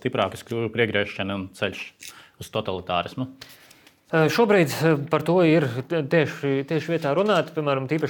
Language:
Latvian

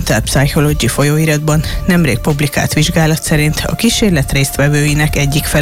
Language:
Hungarian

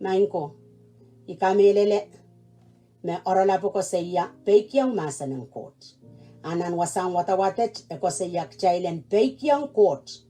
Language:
Pohnpeian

